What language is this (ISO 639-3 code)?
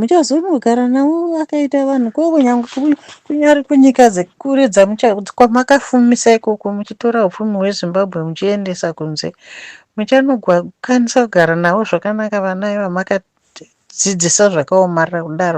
sna